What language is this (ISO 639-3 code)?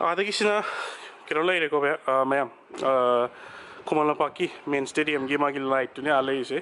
mni